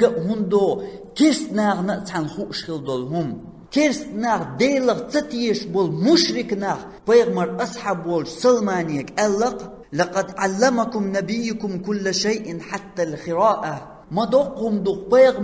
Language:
Chechen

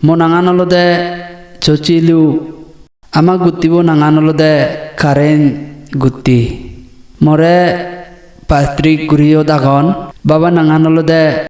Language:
Chakma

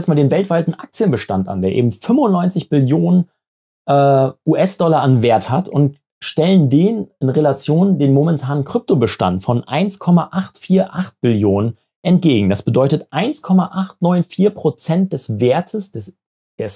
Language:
German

